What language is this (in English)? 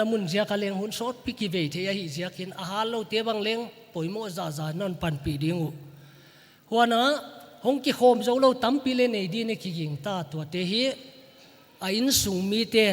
Paite Chin